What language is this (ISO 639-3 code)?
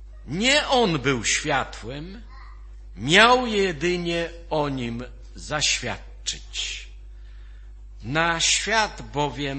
pol